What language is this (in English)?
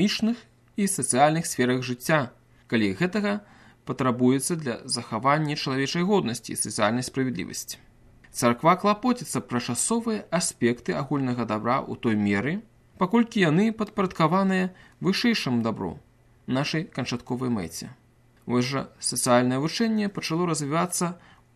Belarusian